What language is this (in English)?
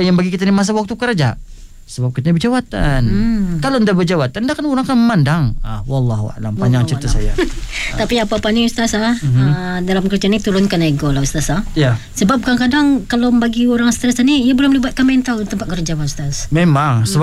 Malay